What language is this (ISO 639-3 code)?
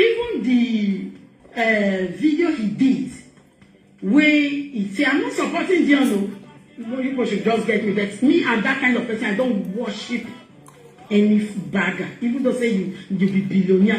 pcm